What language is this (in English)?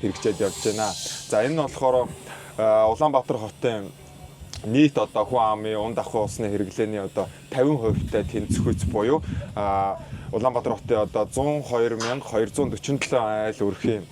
Mongolian